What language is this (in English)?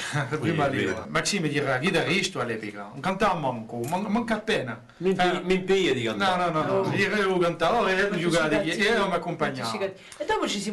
Corsican